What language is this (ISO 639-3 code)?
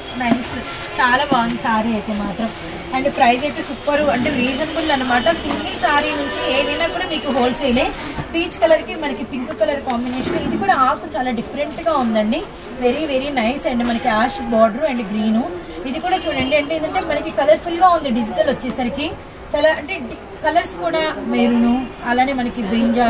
tel